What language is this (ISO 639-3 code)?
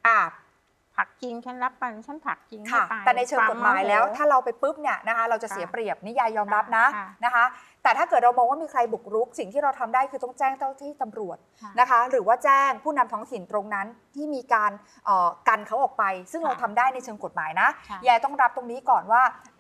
tha